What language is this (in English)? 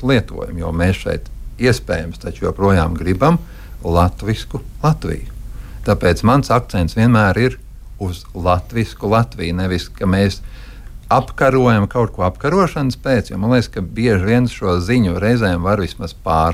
Latvian